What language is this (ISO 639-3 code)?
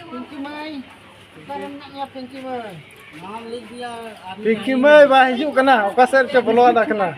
sat